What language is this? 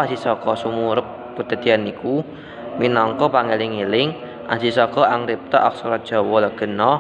Javanese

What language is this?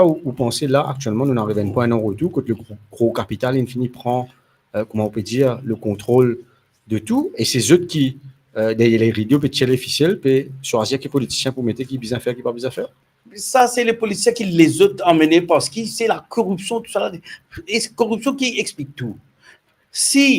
Morisyen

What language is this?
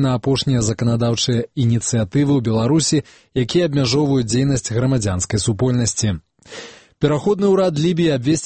Belarusian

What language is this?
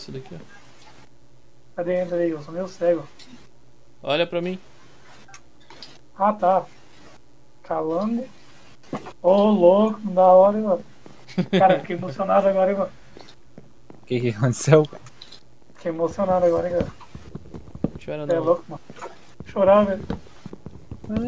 Portuguese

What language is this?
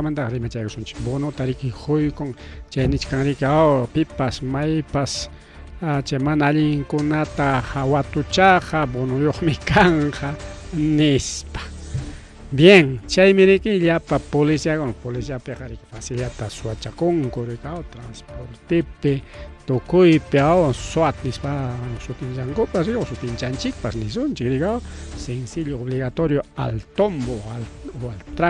Ayacucho Quechua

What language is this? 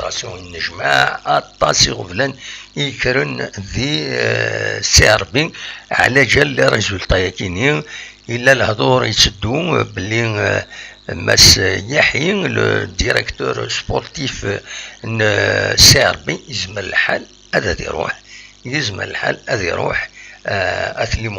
Kabyle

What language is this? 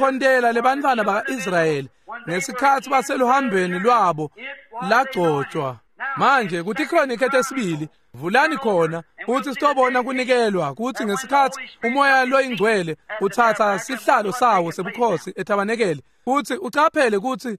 Swati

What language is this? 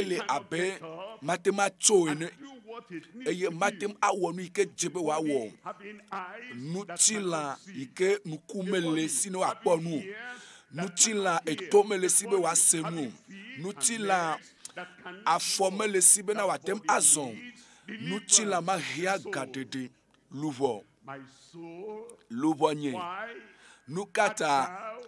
Ewe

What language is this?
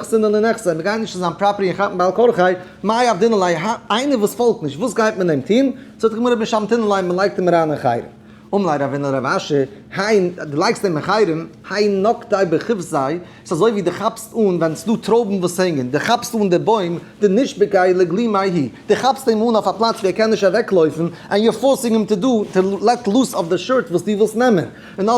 Yiddish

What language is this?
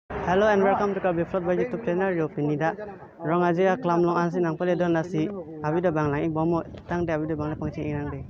Karbi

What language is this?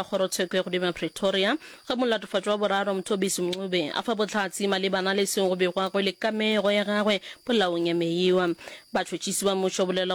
Northern Sotho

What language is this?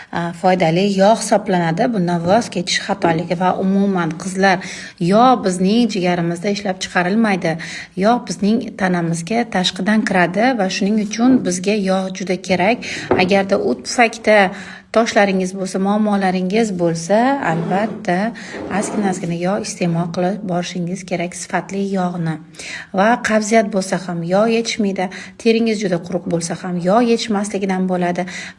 Uzbek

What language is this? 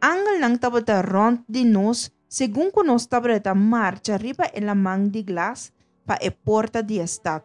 Papiamento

